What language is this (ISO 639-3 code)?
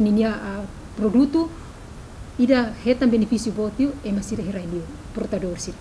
tet